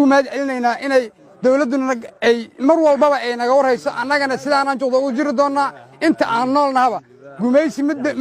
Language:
Somali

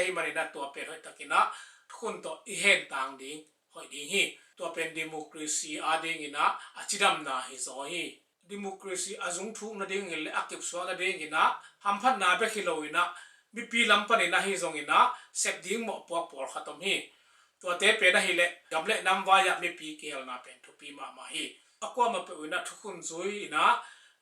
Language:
Tedim Chin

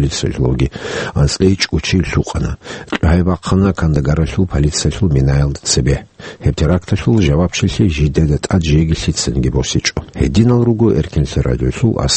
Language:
Avaric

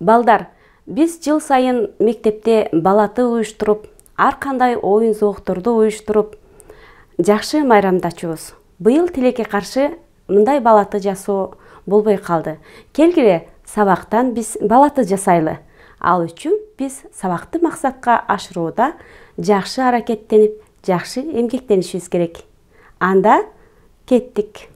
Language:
Kyrgyz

